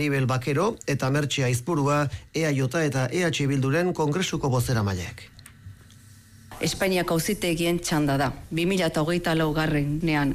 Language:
Basque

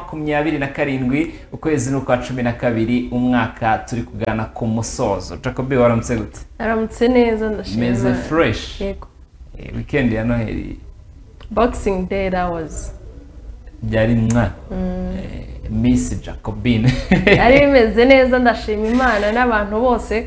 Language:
Kinyarwanda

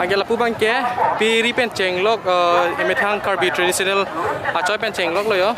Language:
Karbi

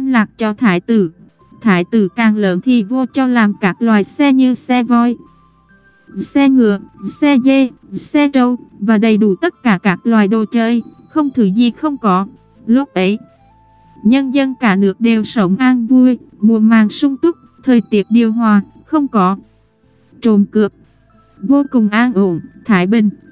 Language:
Vietnamese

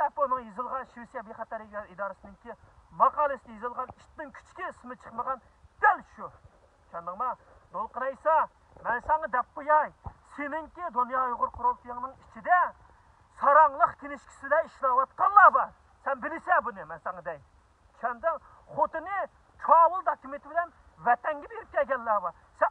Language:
Uyghur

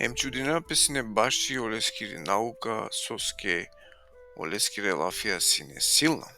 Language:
Balkan Romani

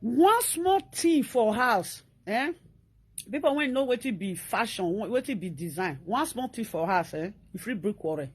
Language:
Nigerian Pidgin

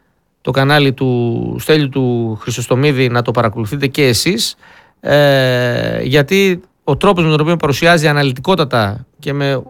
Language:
Greek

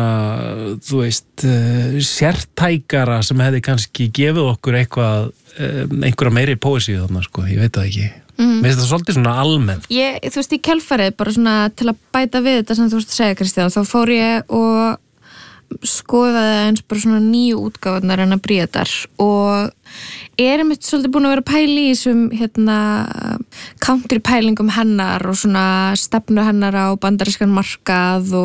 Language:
Icelandic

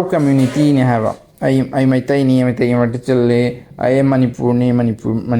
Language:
Manipuri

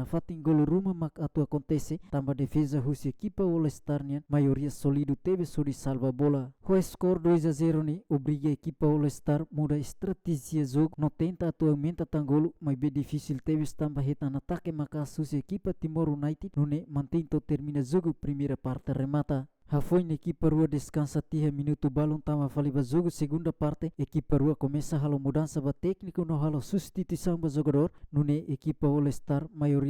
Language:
Tetum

